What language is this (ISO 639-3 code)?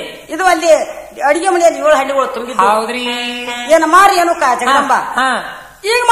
kan